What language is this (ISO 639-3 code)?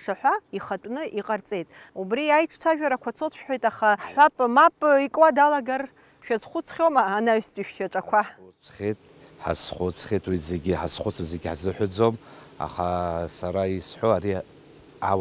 abk